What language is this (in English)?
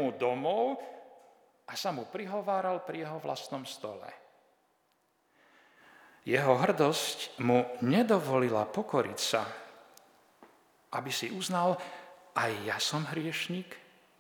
Slovak